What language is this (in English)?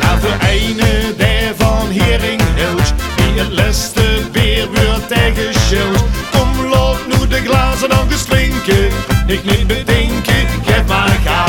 Limburgish